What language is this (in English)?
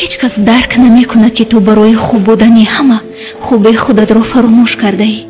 Tajik